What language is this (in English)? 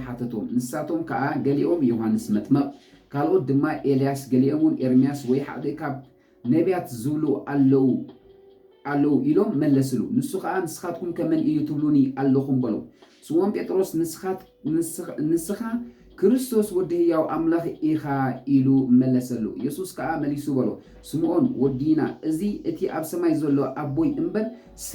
Tigrinya